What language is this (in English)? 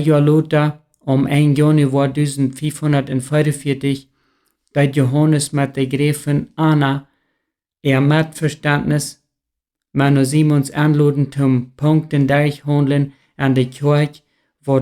Plautdietsch